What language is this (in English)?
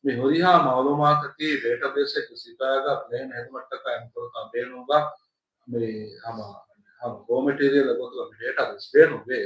Divehi